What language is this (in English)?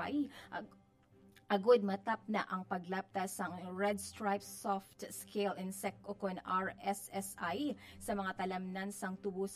Hiligaynon